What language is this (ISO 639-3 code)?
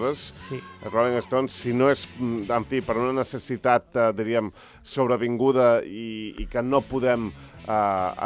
cat